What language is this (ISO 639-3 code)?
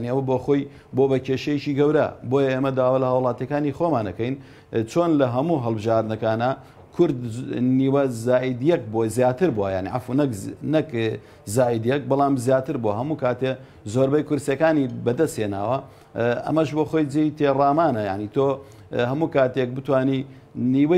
ckb